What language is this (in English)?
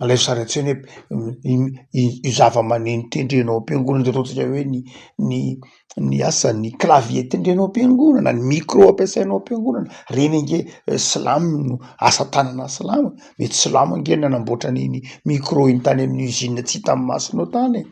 Malagasy